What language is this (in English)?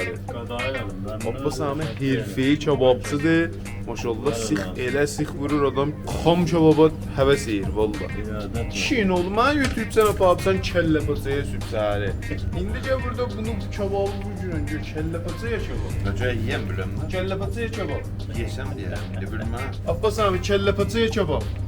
South Azerbaijani